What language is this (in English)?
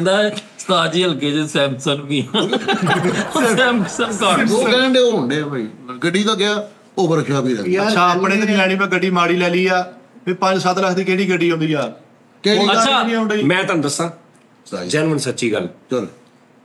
Punjabi